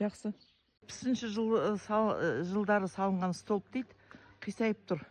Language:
Kazakh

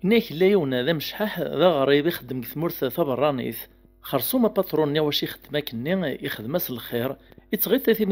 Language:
Kabyle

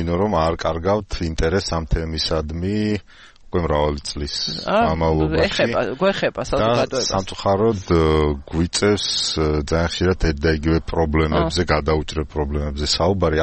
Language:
Georgian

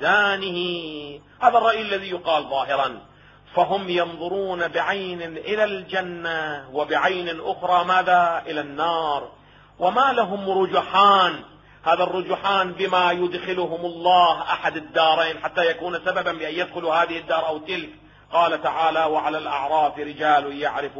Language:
Arabic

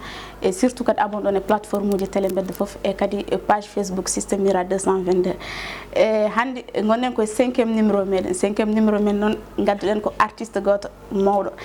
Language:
Fula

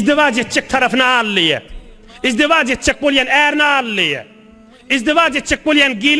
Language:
Turkmen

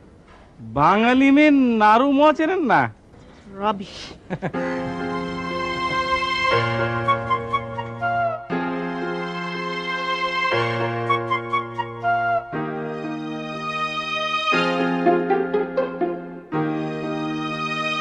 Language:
Bangla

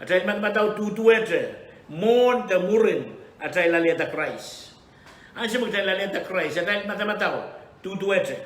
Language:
Pohnpeian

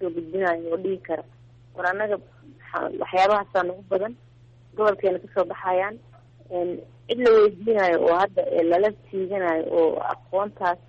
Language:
Somali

